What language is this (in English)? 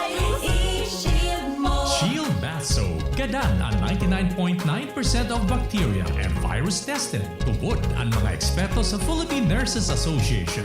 Bikol